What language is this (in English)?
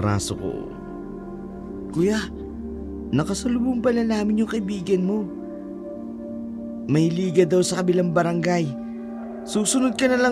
Filipino